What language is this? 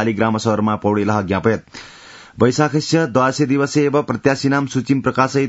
Sanskrit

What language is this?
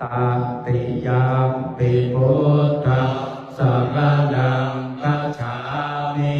Pali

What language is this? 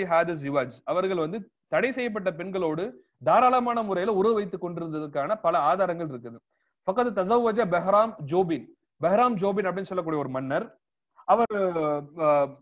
Tamil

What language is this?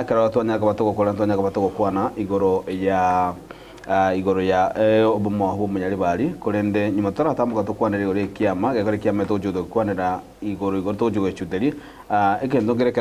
Gusii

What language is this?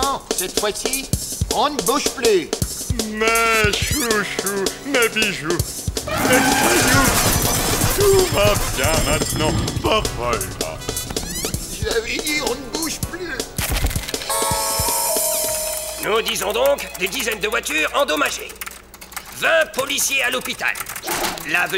French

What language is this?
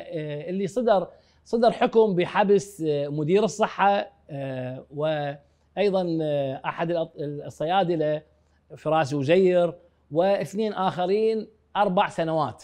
Mesopotamian Arabic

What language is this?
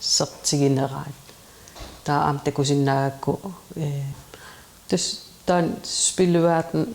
Kalaallisut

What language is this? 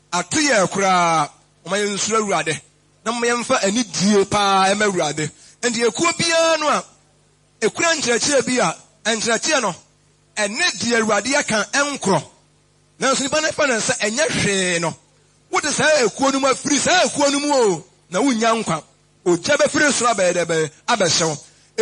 Akan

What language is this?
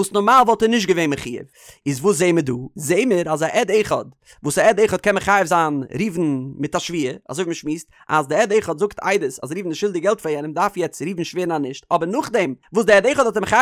Yiddish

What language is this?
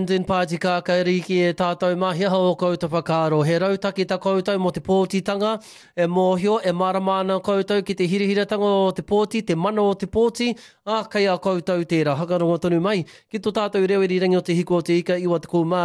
Māori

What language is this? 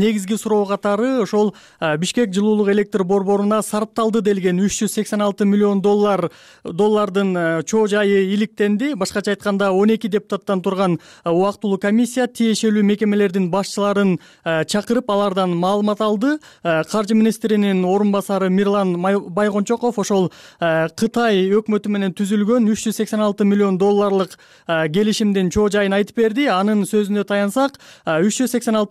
Kyrgyz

